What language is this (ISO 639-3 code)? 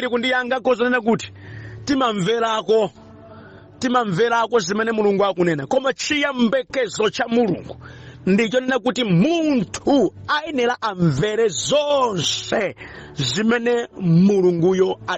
nya